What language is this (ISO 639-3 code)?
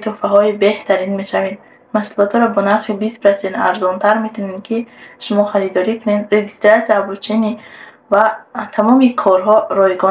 tgk